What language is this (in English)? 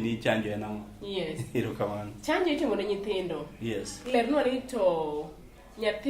Luo (Kenya and Tanzania)